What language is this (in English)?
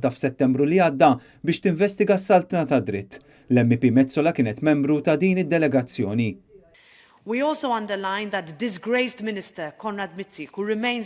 Maltese